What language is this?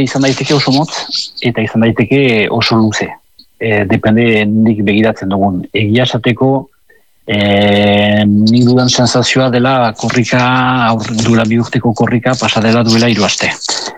Basque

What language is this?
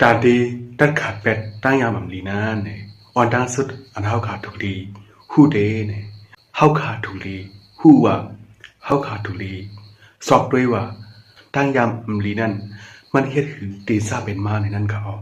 Shan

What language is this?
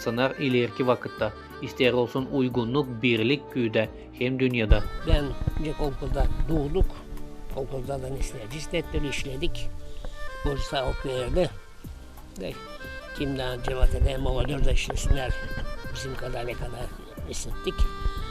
Gagauz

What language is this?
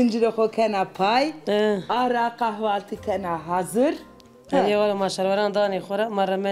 Zaza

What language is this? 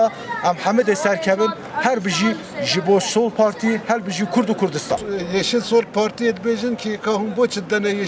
Kurdish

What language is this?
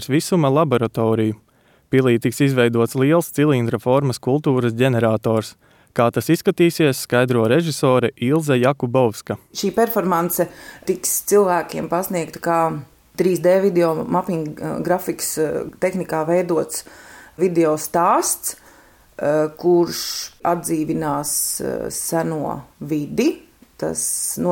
Latvian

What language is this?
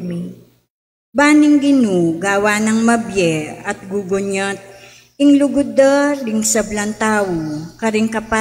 Pampanga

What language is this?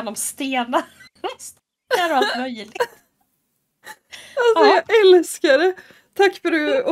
Swedish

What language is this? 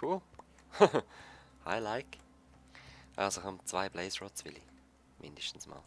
Swiss German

